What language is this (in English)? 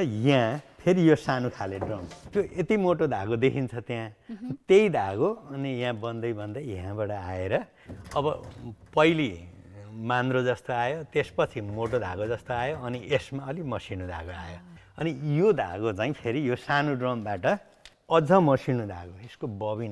Nepali